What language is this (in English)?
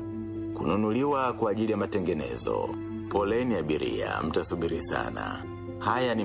Swahili